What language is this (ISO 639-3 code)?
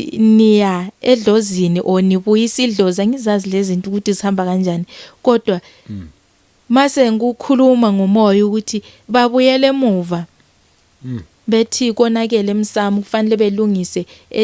zul